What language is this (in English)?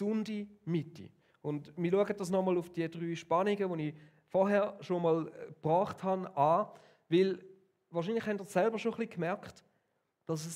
Swiss German